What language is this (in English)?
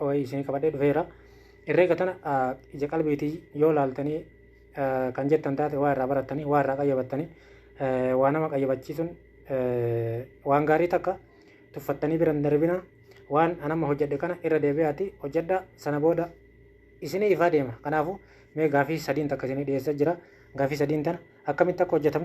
Oromo